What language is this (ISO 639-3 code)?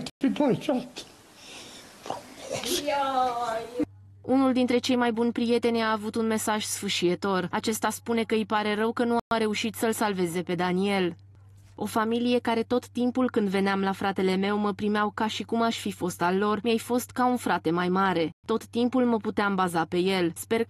ron